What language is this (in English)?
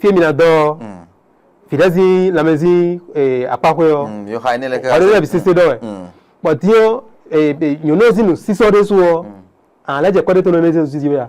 Fon